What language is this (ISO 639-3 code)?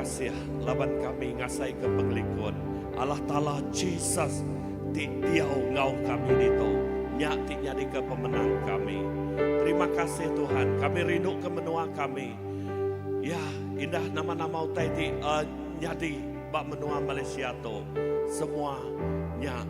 iba